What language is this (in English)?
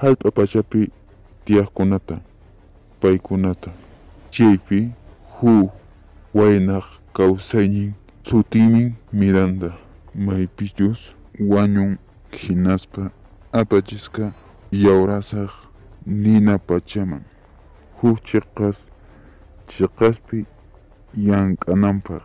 Quechua